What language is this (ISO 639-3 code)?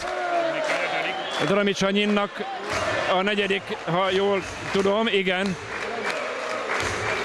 hun